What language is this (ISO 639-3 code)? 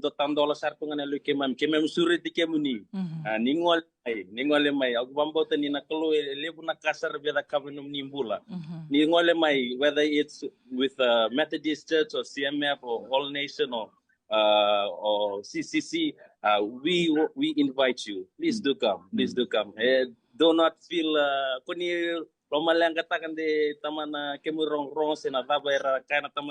fij